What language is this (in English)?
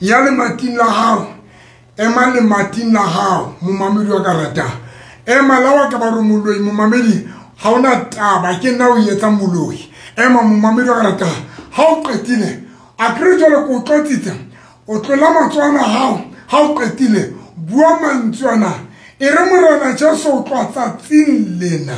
Southern Sotho